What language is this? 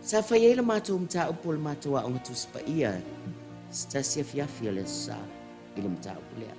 Samoan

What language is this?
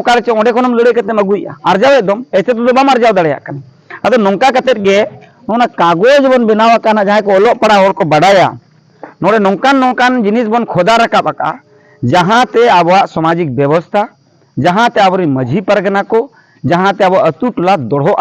Santali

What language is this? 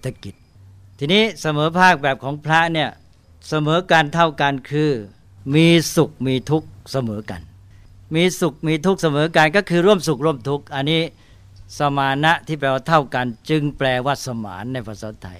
Thai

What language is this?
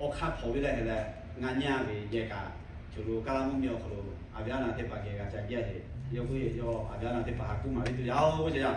Lahu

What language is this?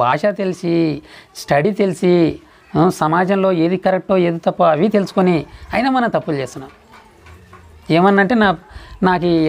Telugu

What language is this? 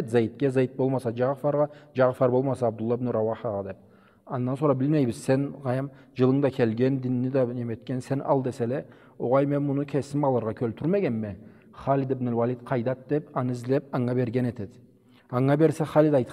Karachay-Balkar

